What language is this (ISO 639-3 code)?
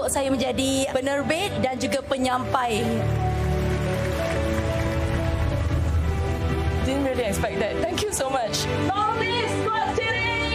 msa